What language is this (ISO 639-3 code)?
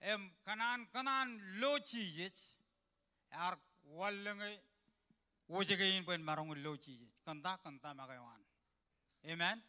mah